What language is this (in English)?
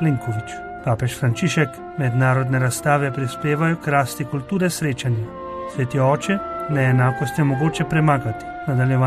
Slovenian